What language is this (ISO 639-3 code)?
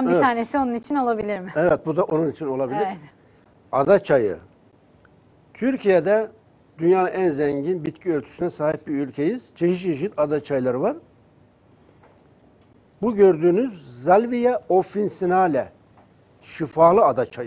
tur